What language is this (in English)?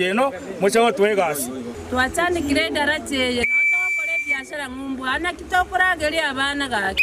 Gusii